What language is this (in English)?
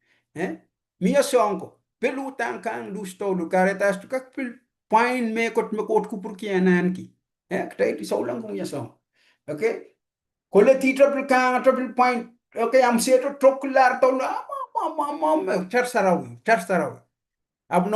Pohnpeian